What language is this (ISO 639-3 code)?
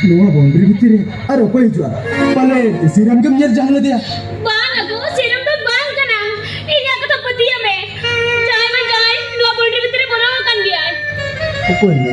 sat